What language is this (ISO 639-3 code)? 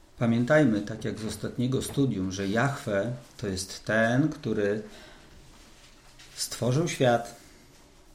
pol